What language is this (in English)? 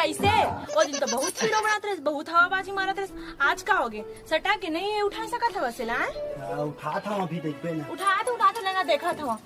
Chhattisgarhi